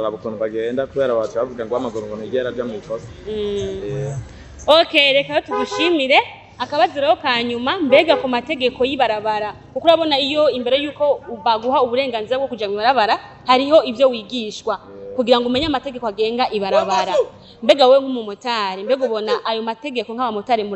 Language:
Rundi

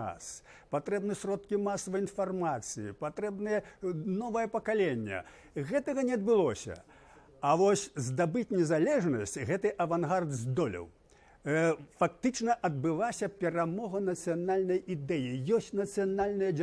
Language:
Belarusian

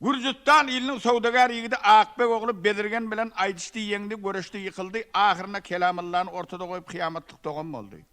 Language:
Turkmen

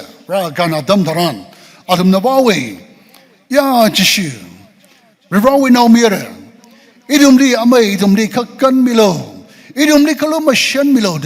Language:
Tangkhul Naga (India)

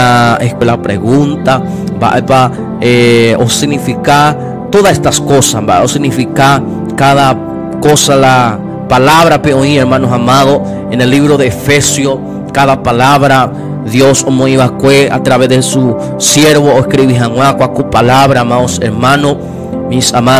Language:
Guarani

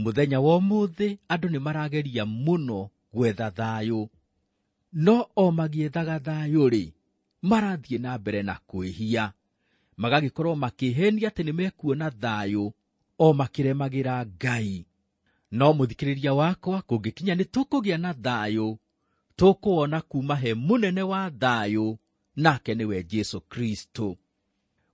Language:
Kikuyu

